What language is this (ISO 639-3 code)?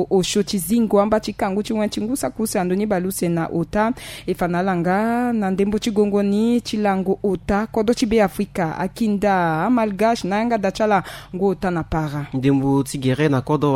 sag